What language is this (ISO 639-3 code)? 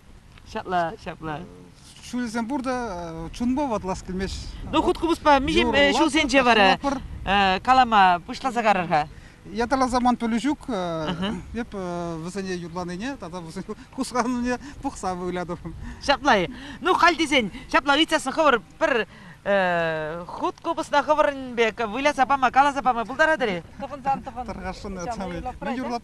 chv